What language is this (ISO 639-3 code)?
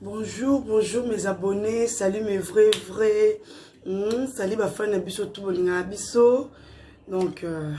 lin